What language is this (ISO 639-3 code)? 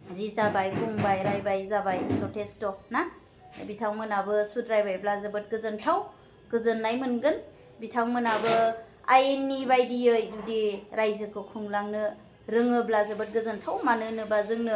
brx